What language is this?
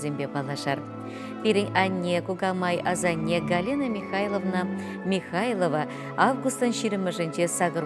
Chuvash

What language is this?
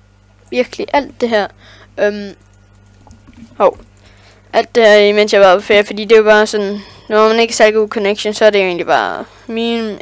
Danish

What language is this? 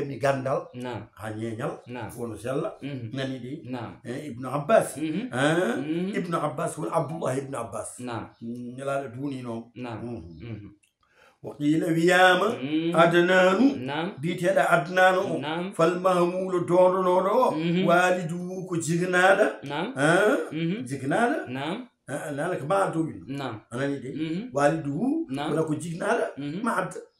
Fula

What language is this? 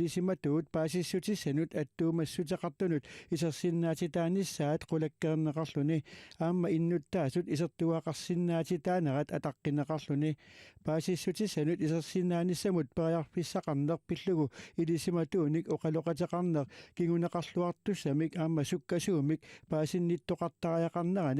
Kalaallisut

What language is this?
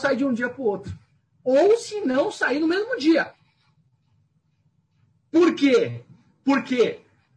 Portuguese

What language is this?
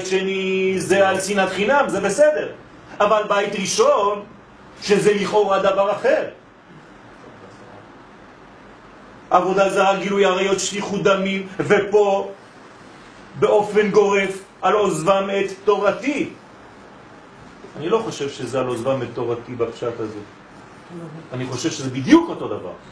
Hebrew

